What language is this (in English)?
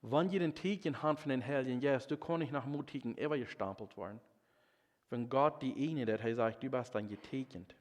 Plautdietsch